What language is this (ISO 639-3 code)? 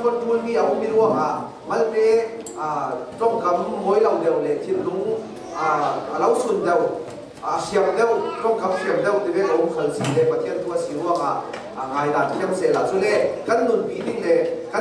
cnh